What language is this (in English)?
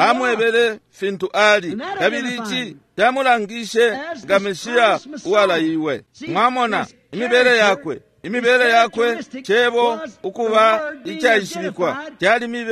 Bemba